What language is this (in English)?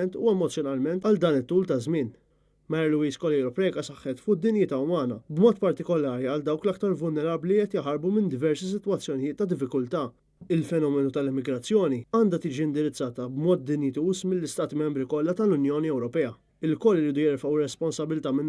Maltese